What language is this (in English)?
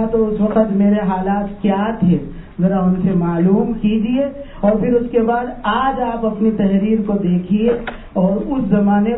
Urdu